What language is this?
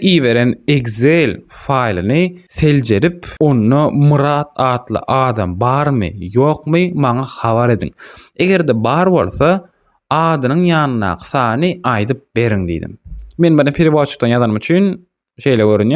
Turkmen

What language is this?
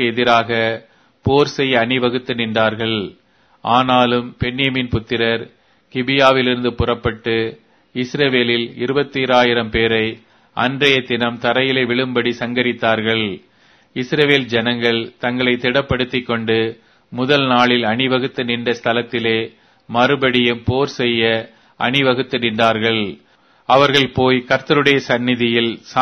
Tamil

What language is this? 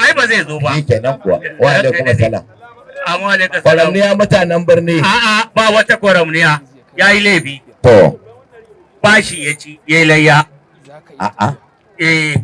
Hausa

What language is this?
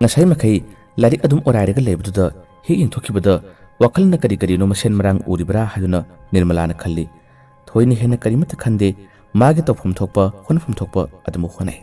Manipuri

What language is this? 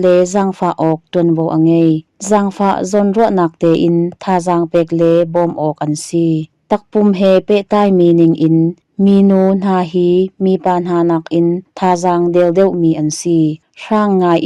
Hakha Chin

